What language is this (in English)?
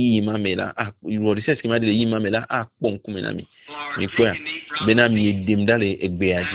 Ewe